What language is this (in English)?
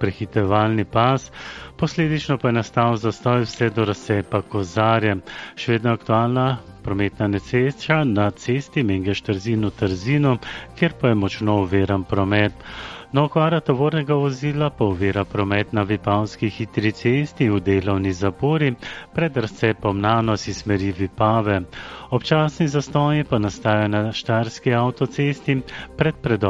Slovenian